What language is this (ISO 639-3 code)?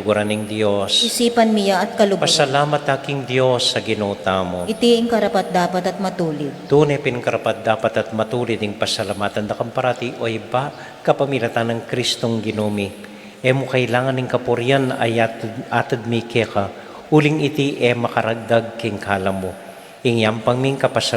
pam